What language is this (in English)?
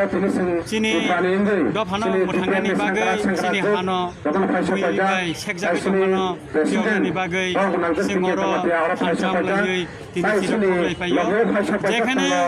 Kok Borok